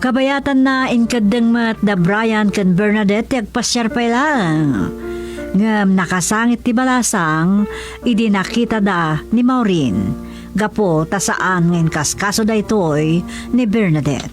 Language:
Iloko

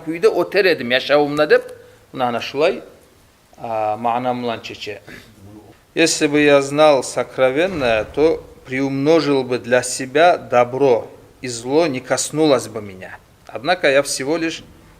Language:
Kumyk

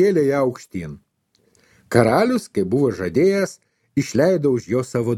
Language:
Lithuanian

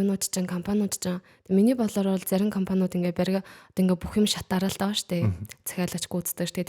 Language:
Mongolian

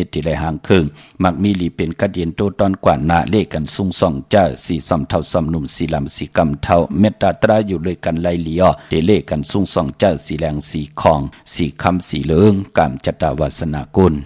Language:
Shan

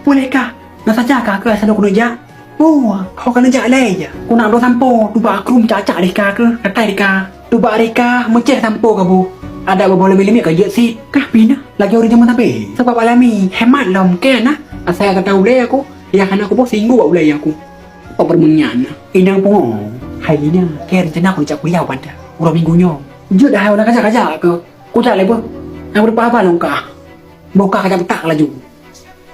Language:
Achinese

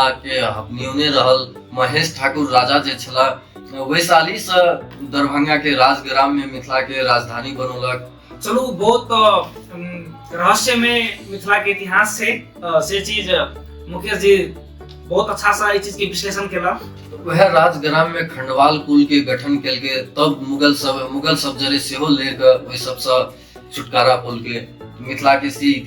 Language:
Maithili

